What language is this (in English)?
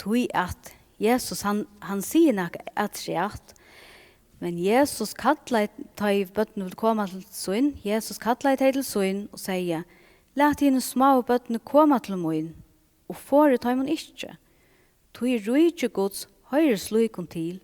Faroese